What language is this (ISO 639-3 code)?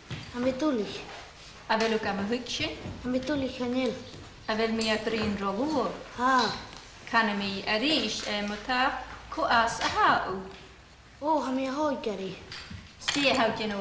gla